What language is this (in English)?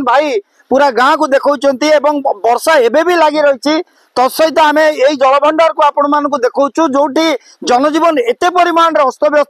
Odia